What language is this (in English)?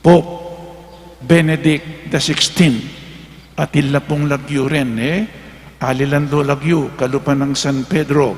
Pampanga